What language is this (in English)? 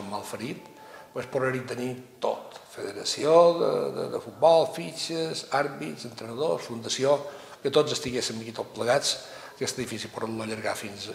Catalan